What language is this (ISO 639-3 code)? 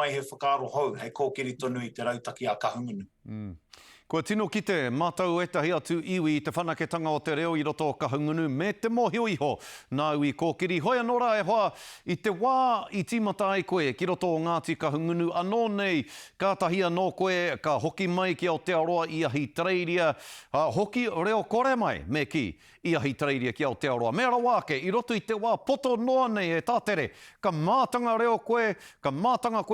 mri